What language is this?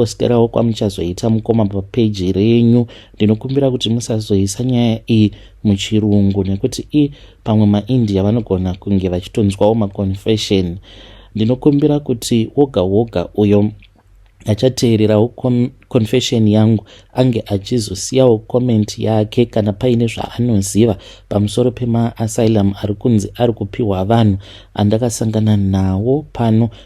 Shona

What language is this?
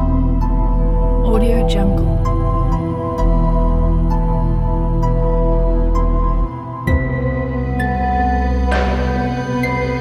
Malay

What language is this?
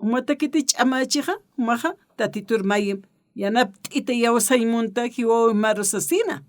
Aymara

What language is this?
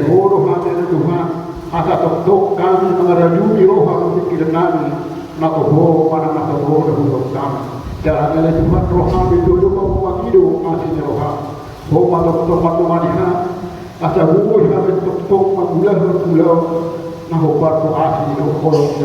Batak Toba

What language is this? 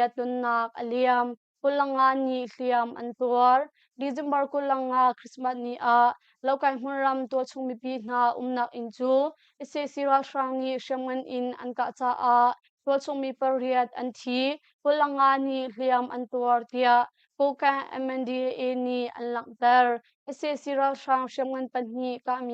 Hakha Chin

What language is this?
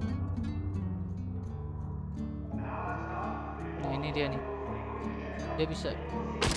Indonesian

